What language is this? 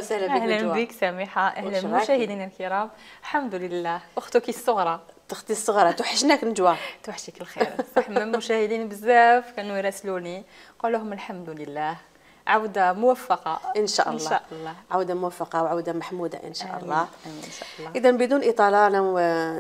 Algerian Arabic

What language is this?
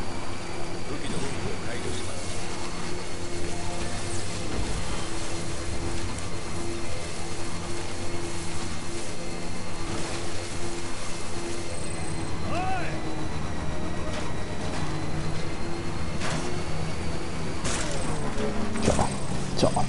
Japanese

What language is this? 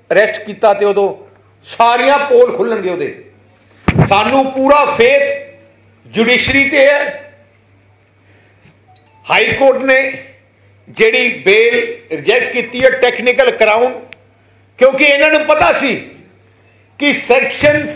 Punjabi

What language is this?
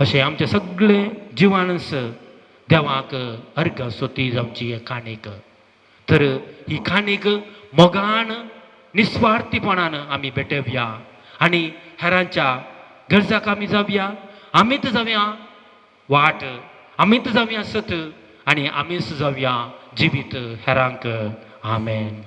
Konkani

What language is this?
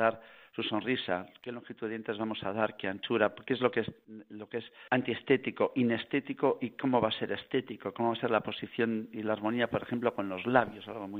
Spanish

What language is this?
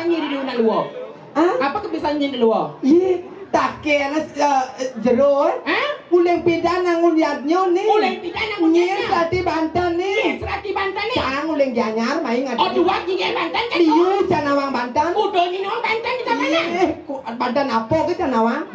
Balinese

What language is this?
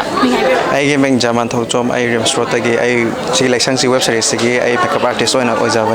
Manipuri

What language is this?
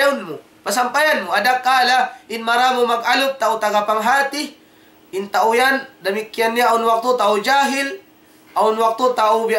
Tausug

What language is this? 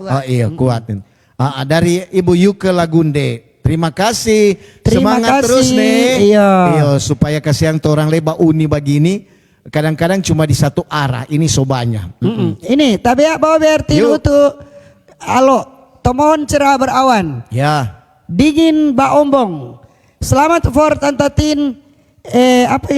Manado Malay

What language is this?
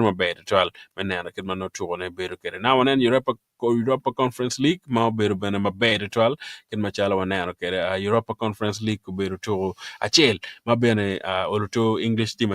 Acoli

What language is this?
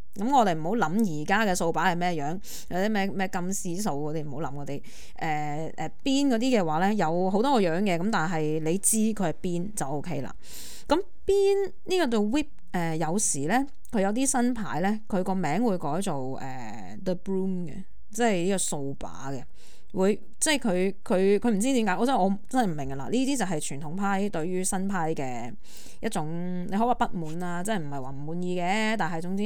Cantonese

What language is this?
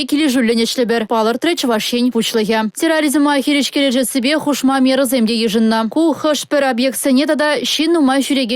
Chuvash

